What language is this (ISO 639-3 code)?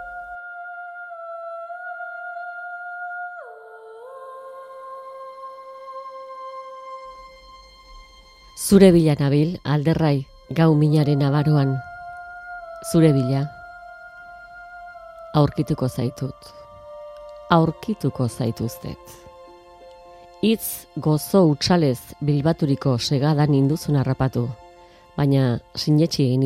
eus